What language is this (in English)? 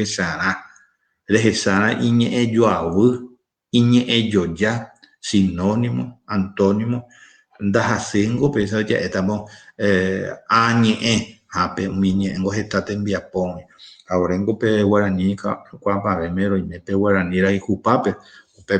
Guarani